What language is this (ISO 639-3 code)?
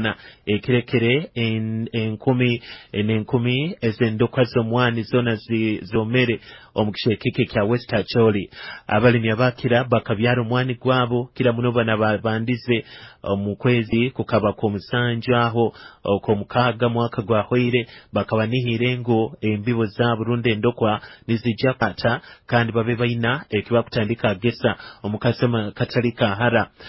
nyo